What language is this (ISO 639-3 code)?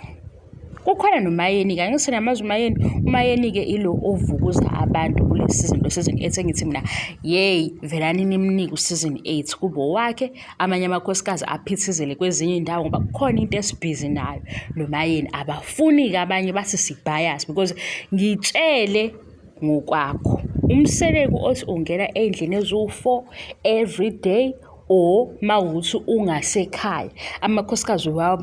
zul